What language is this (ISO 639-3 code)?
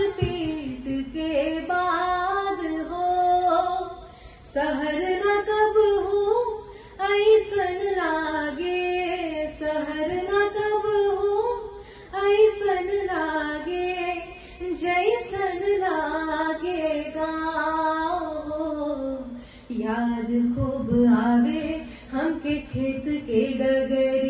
bho